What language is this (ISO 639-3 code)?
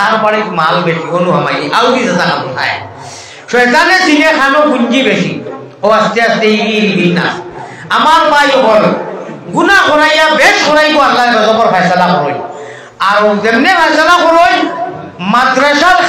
syl